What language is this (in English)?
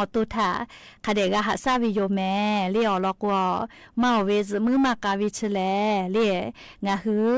Lahu